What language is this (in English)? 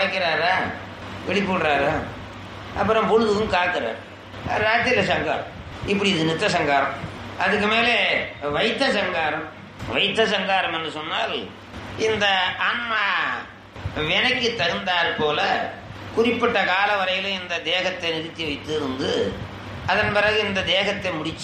Tamil